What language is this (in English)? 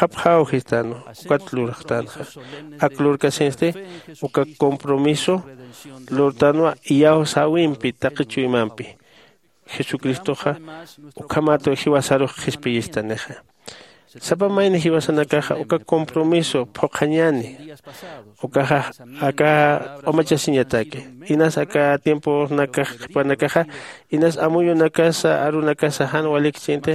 Aymara